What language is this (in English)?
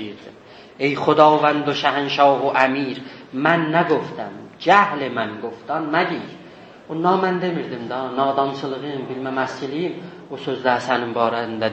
South Azerbaijani